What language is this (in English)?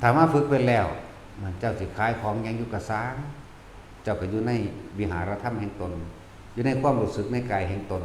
Northeastern Thai